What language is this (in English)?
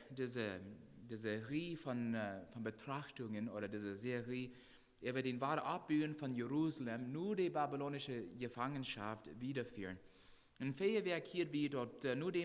Plautdietsch